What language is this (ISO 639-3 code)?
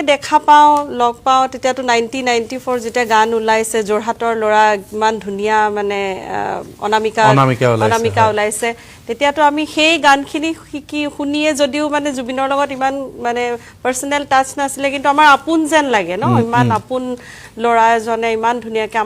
asm